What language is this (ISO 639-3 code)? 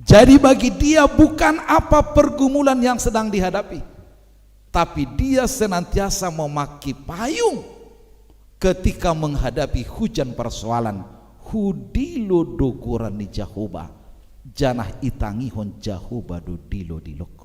bts